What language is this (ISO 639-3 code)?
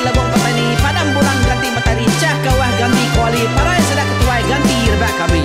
iba